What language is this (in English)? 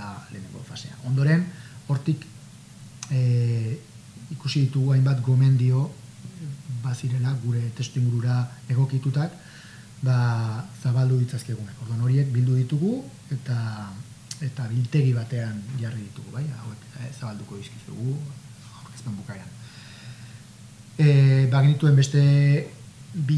Basque